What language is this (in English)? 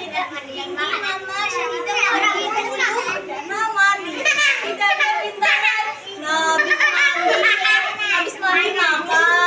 Banjar